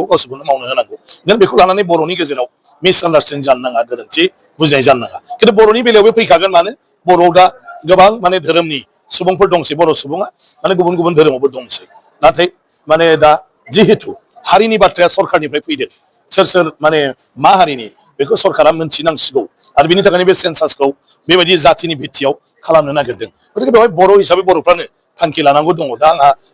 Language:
Bodo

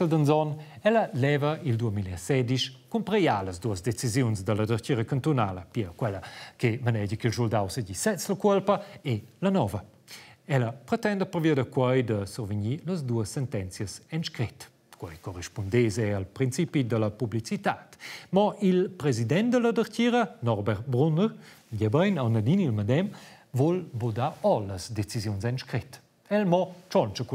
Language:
Romansh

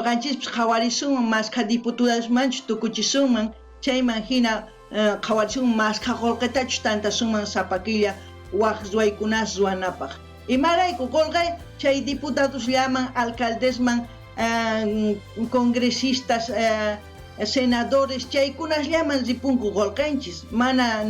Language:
South Bolivian Quechua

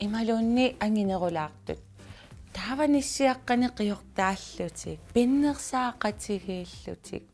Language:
Kalaallisut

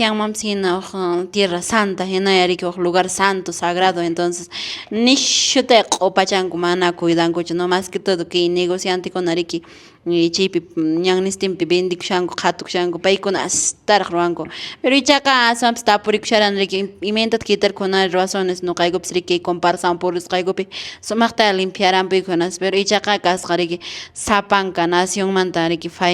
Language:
Quechua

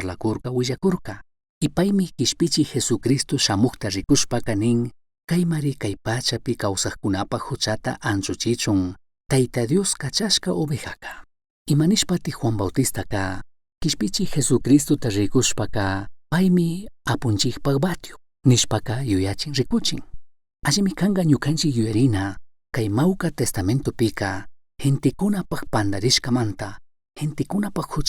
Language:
Chimborazo Highland Quichua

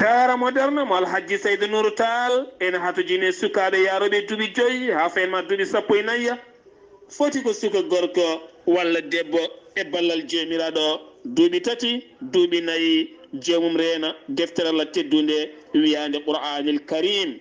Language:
Fula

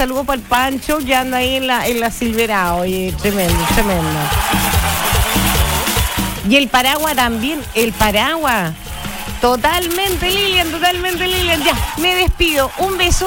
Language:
Spanish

